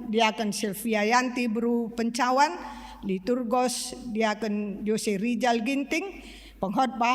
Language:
Batak Karo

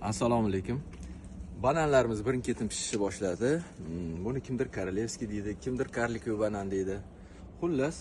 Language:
Uzbek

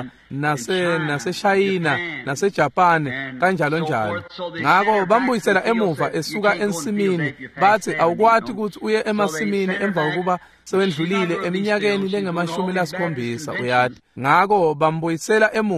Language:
Swati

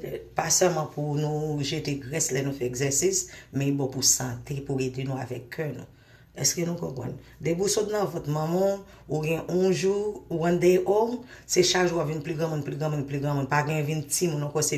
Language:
Haitian Creole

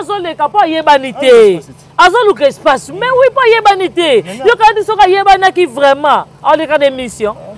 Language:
Lingala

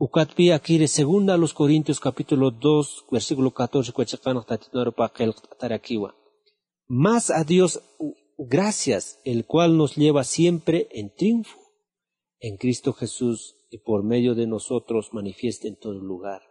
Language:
Aymara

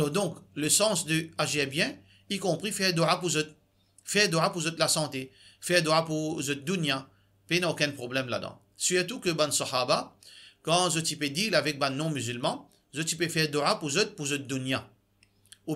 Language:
Morisyen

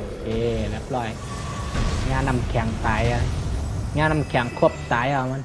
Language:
Shan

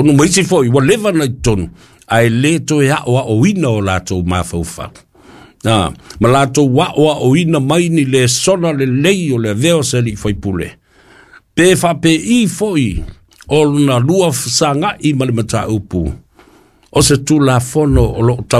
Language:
Samoan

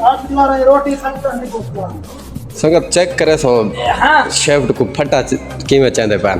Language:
Saraiki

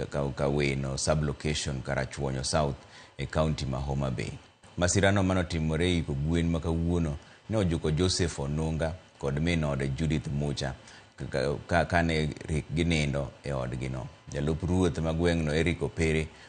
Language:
Luo (Kenya and Tanzania)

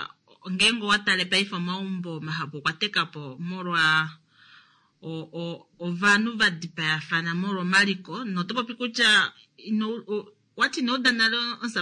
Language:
Kuanyama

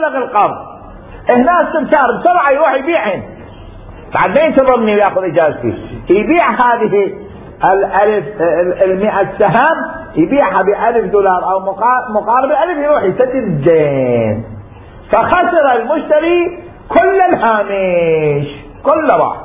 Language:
Mesopotamian Arabic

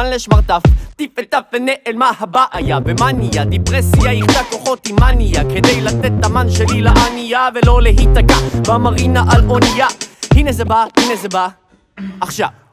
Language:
Hebrew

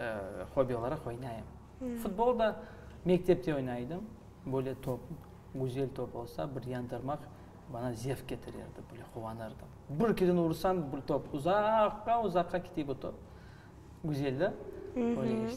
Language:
Crimean Tatar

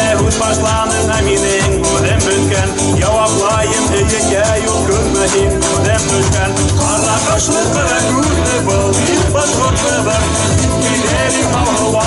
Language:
Bashkir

